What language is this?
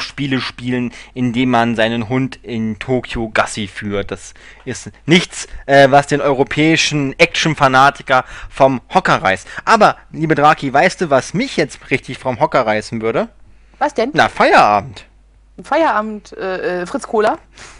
German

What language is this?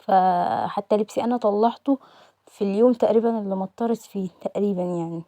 Egyptian Arabic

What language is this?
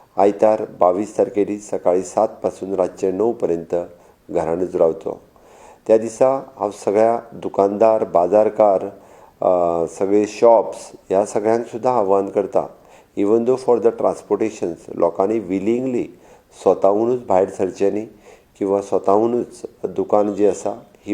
Konkani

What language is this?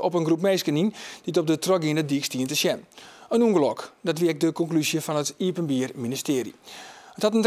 Western Frisian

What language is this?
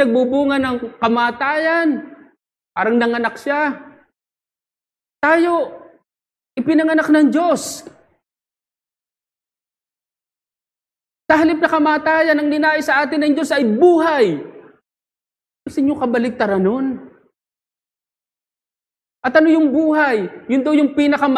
Filipino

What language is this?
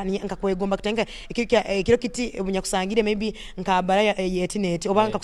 Nyoro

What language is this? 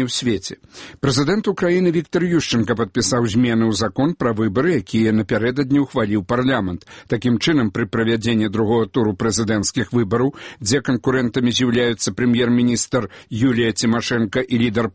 Belarusian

